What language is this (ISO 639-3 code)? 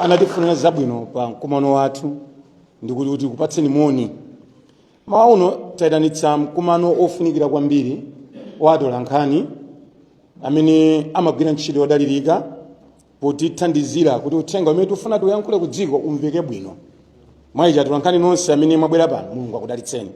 nya